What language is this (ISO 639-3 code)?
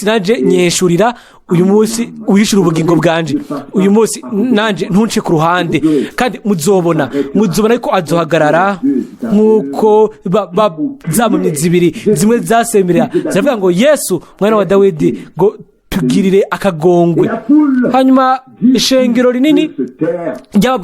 run